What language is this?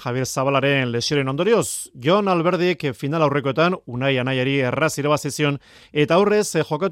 Basque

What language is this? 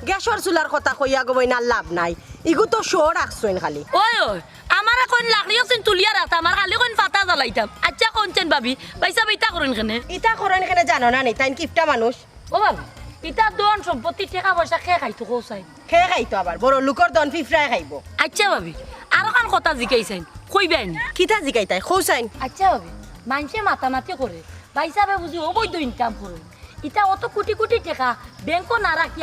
Sylheti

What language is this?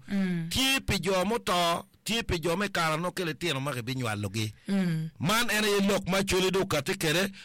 Acoli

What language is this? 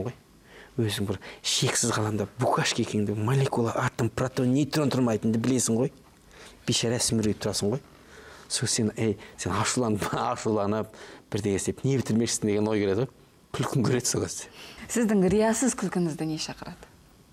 Kazakh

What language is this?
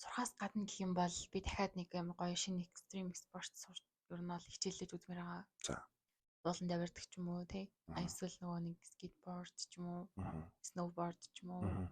Mongolian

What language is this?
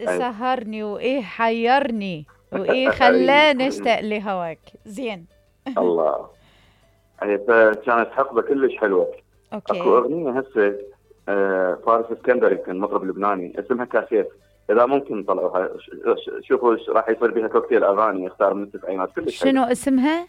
Mesopotamian Arabic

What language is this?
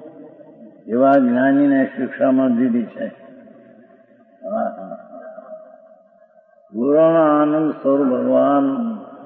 Gujarati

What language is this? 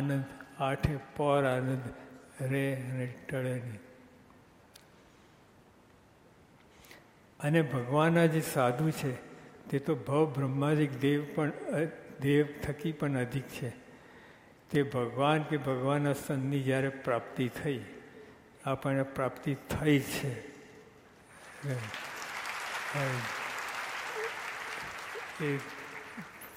Gujarati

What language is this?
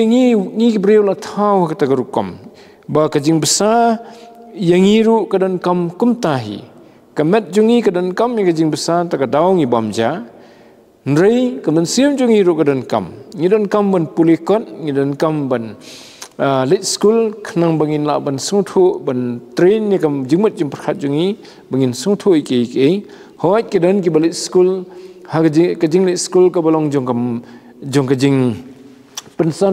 Khasi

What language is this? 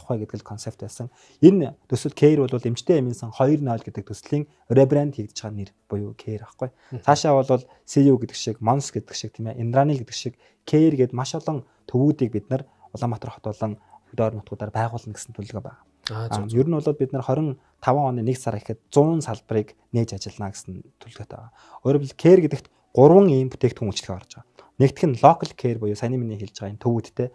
Mongolian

